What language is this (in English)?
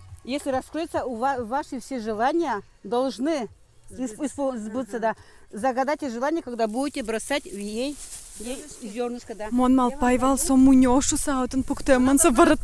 Udmurt